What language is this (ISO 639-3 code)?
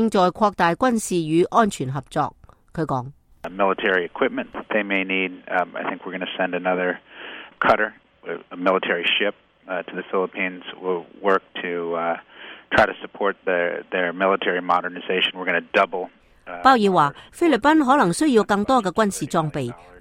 yue